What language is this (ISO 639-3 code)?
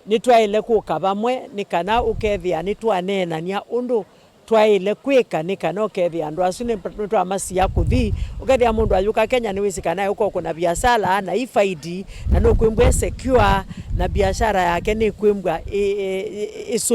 kam